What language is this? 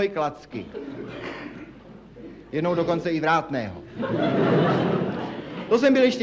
Czech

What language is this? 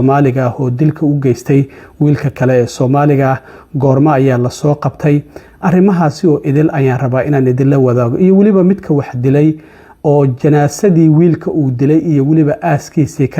Somali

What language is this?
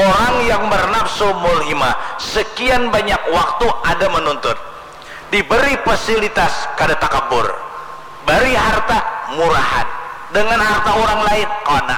Banjar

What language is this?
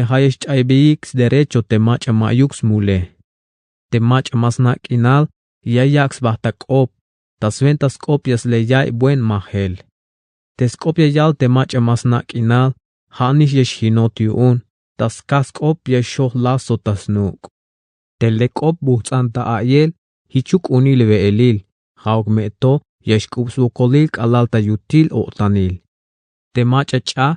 Tzeltal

